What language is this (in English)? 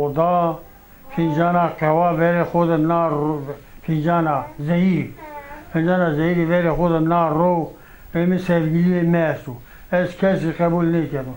Zaza